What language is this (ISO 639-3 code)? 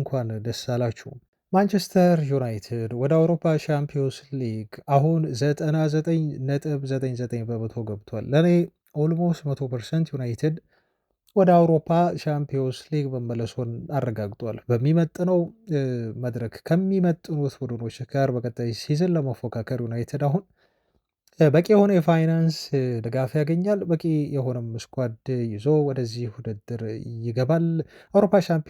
amh